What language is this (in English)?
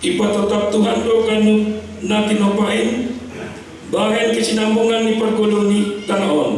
Batak Simalungun